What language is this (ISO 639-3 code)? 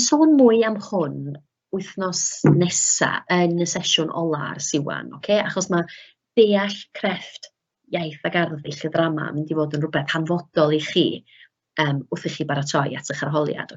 cym